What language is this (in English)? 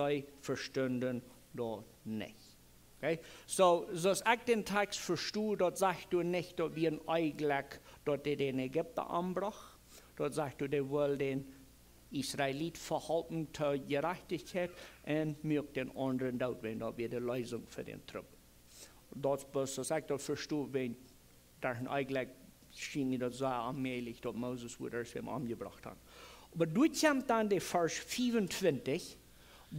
Plautdietsch